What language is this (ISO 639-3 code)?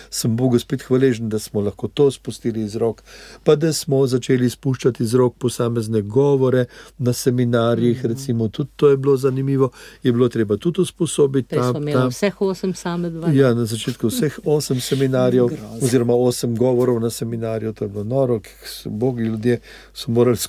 slv